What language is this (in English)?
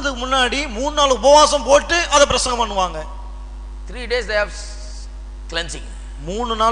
Tamil